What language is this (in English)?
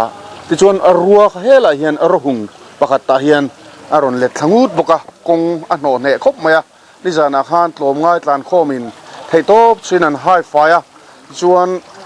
Mizo